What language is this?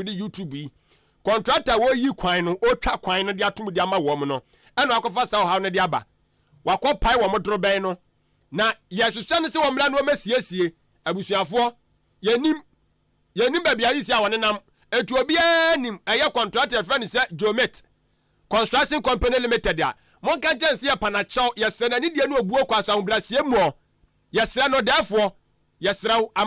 Akan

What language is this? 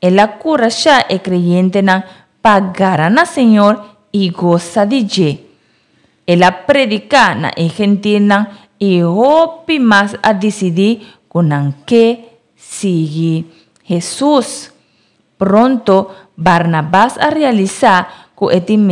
Papiamento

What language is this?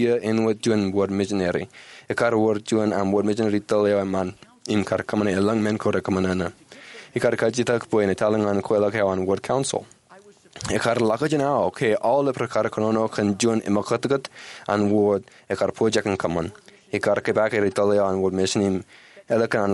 Marshallese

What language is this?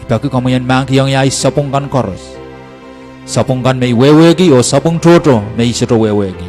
Pohnpeian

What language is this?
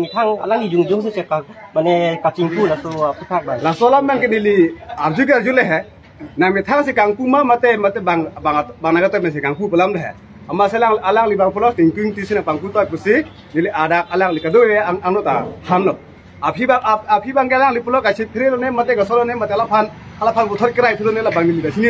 Karbi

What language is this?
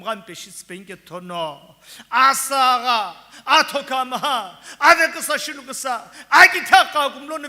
Sumi Naga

